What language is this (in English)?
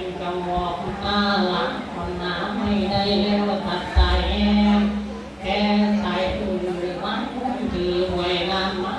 Northeastern Thai